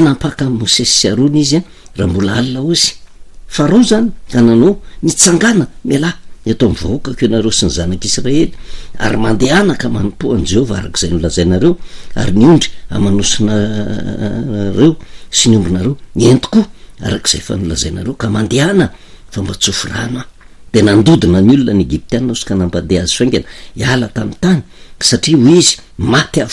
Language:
Malagasy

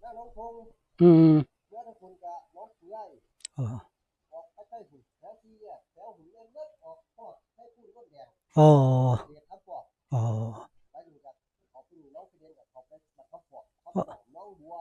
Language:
Northeastern Thai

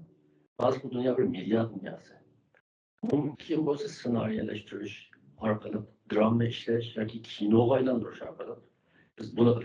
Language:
Uyghur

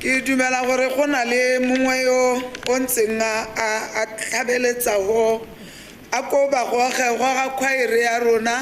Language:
Tswana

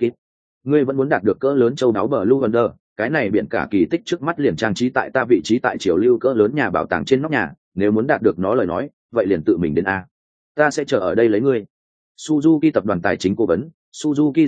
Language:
Vietnamese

